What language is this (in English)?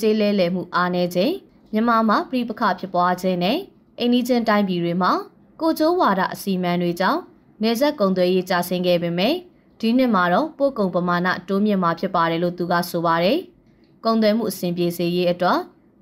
Burmese